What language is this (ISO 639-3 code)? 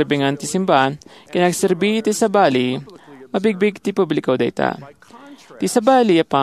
ilo